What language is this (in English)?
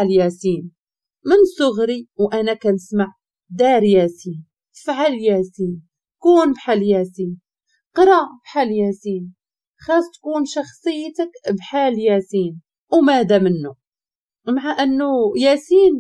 Moroccan Arabic